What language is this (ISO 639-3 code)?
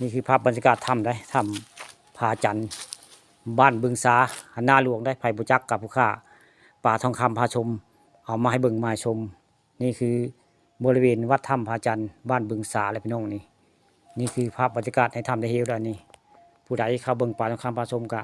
tts